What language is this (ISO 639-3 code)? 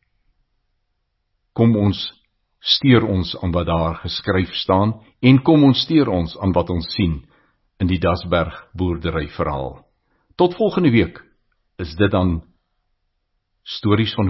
afr